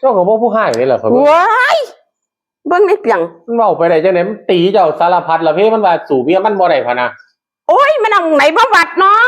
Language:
Northeastern Thai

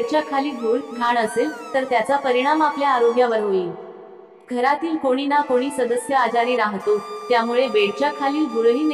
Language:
Marathi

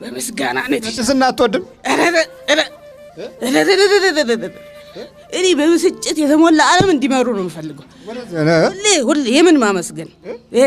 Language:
Amharic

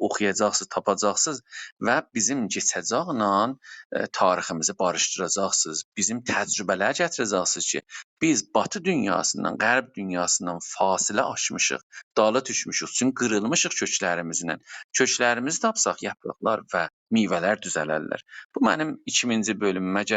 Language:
South Azerbaijani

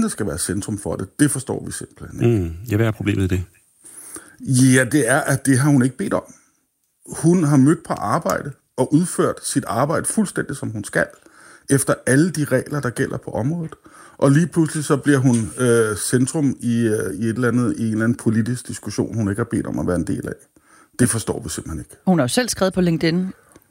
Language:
Danish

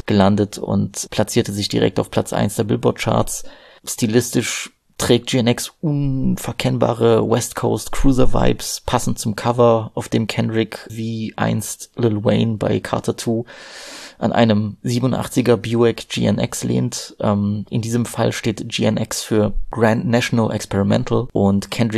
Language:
German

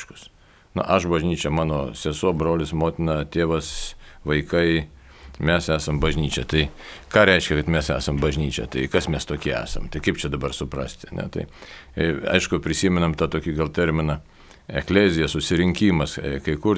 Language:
Lithuanian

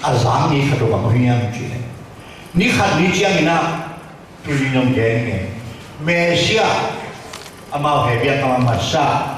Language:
Tedim Chin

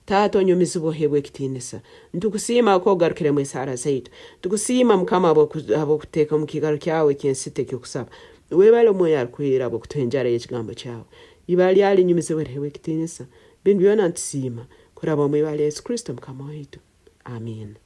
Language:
Nyoro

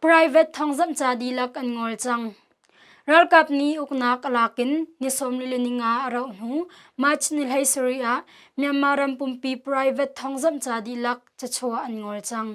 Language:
Hakha Chin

